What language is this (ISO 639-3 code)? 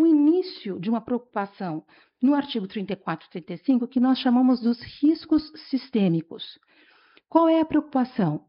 por